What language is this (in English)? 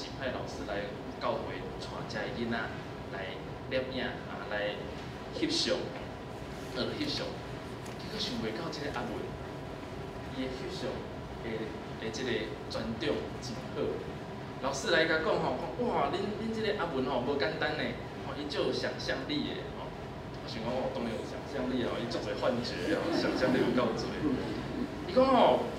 Min Nan Chinese